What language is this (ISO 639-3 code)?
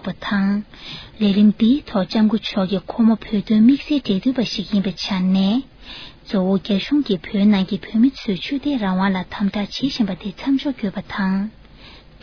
bod